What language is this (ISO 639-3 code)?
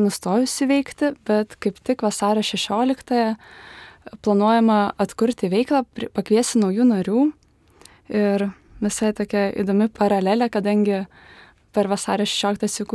lit